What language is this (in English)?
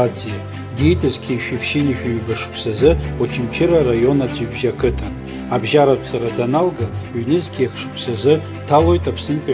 Abkhazian